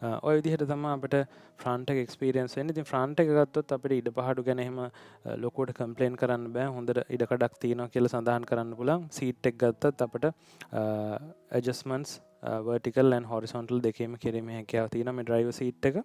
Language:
Sinhala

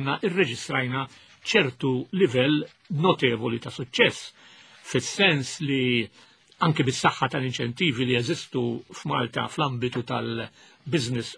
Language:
Maltese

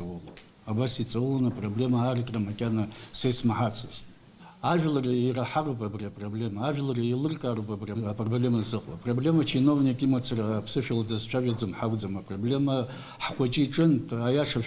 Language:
Abkhazian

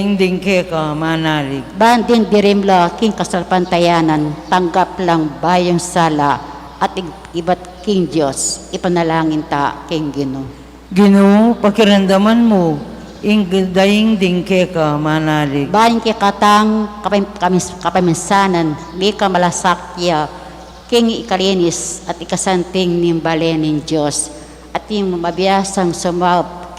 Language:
Pampanga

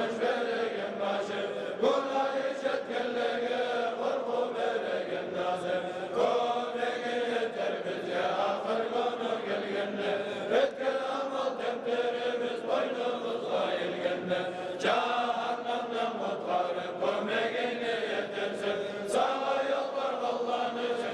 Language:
Kumyk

